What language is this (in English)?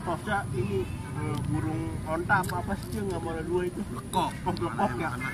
Betawi